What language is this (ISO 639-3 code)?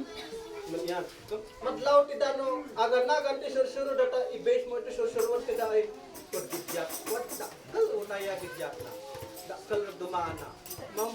isd